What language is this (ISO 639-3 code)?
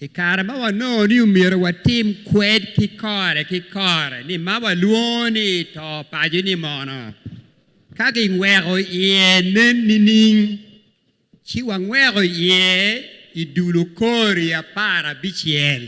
ach